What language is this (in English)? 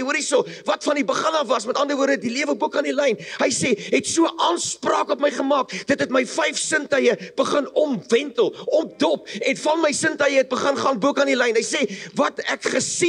Afrikaans